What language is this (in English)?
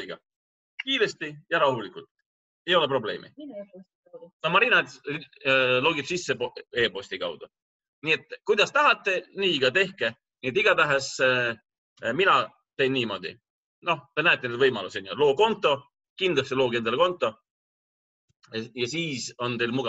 Estonian